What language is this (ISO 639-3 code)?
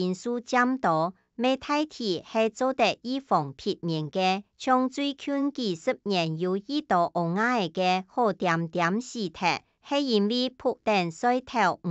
hak